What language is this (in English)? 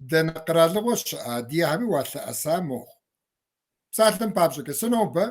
Kabardian